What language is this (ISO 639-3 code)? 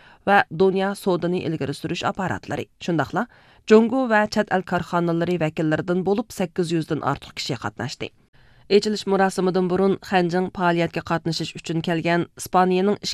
uig